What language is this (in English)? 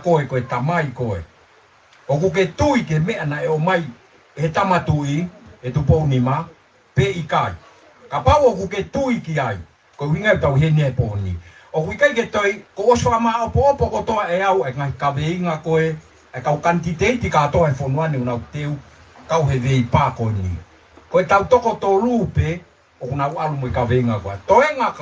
Tongan